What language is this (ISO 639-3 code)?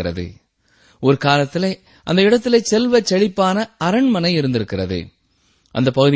tam